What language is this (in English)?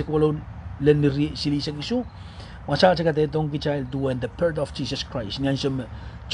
Pohnpeian